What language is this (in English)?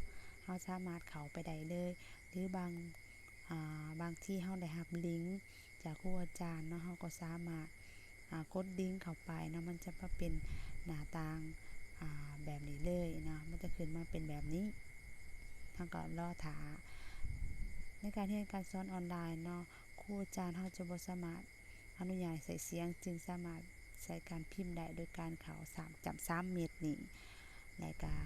Lao